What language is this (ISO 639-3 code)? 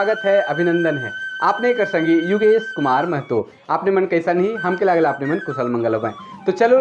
sck